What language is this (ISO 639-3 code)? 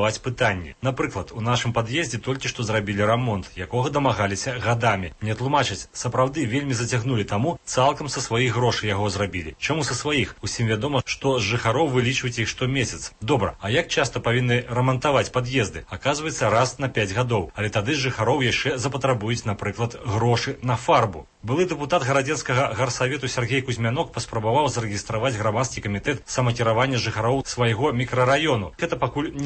bel